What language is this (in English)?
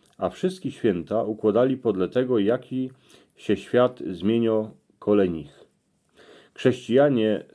Silesian